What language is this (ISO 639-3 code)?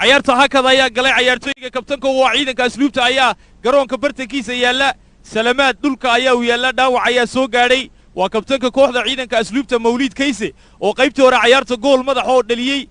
som